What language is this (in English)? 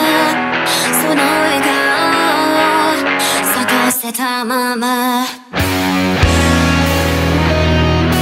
Japanese